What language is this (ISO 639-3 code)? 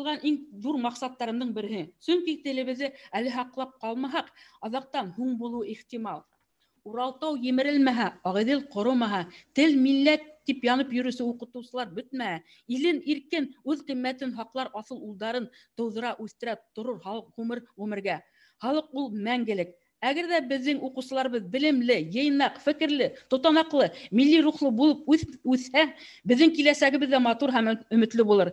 bak